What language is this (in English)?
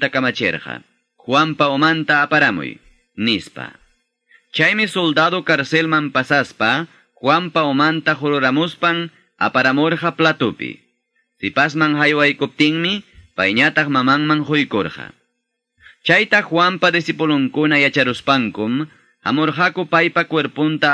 Quechua